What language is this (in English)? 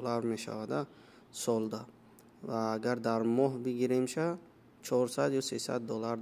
Tajik